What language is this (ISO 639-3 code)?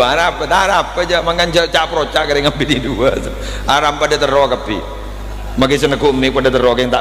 mad